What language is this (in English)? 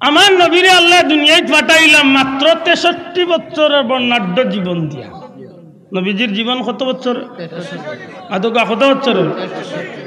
Sylheti